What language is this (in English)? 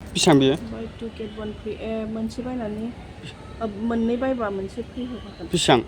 Bodo